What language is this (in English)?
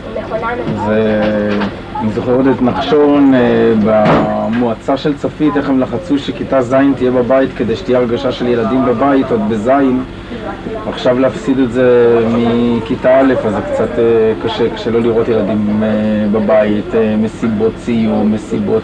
Hebrew